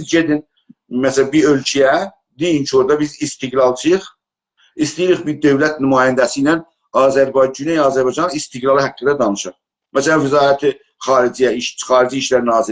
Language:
South Azerbaijani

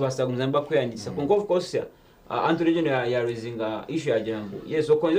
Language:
Nyankole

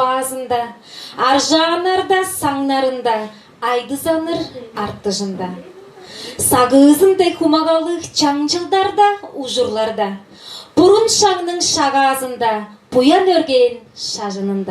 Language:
Tuvinian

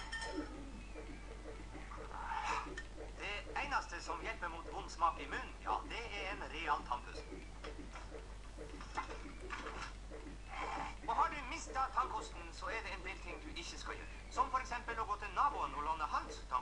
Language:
Norwegian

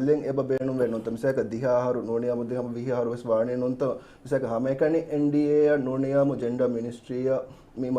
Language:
Divehi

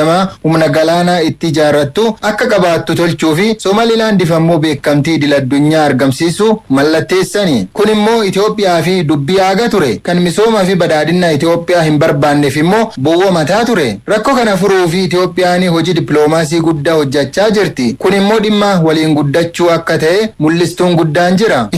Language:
Oromo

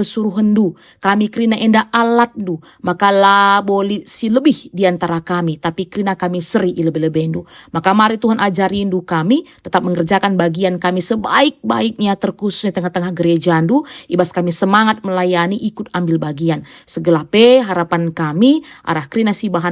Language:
Batak Karo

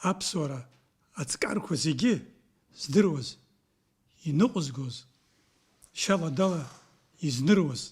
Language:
Abkhazian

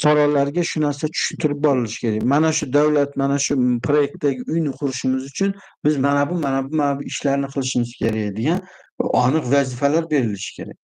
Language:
Uzbek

